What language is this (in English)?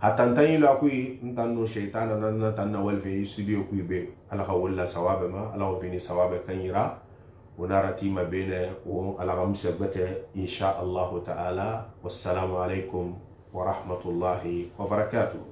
Susu